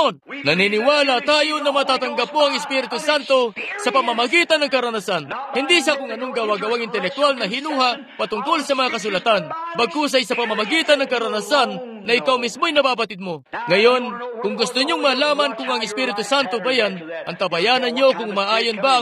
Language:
Filipino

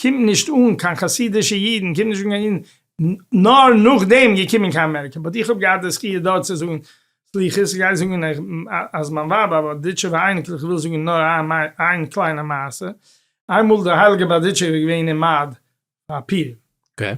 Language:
Yiddish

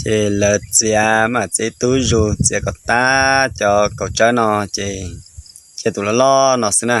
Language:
Hmong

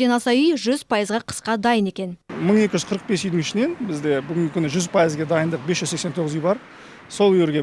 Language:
Kazakh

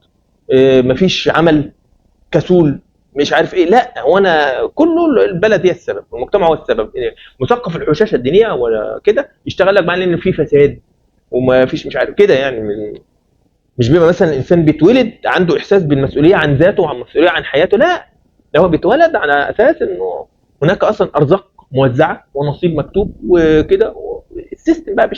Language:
Egyptian Arabic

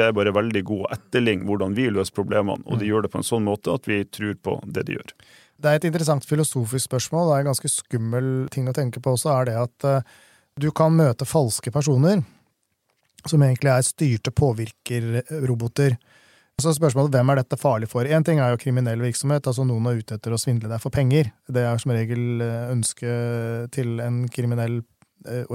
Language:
Norwegian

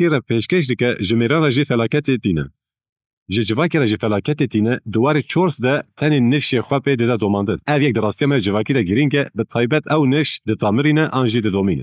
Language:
Kurdish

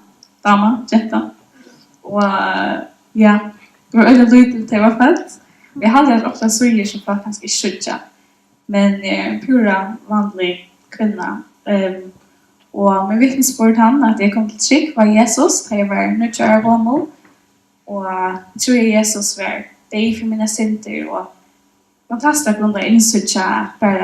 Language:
Faroese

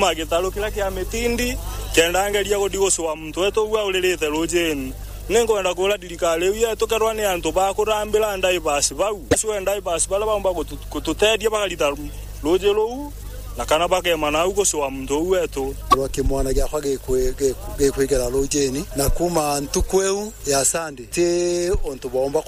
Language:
Meru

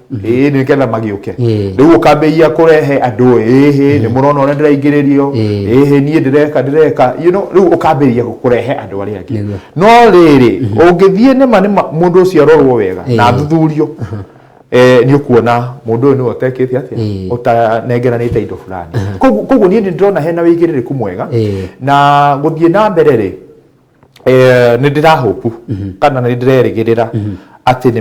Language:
Kikuyu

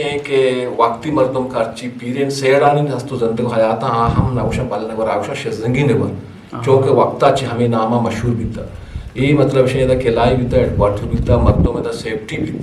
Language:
Eastern Balochi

